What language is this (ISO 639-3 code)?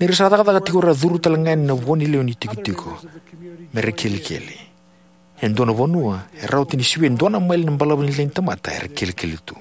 fij